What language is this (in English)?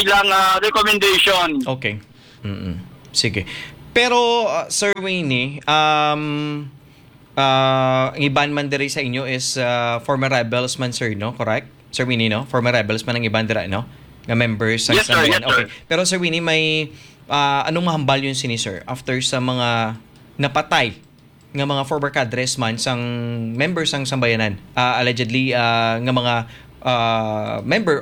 Hiligaynon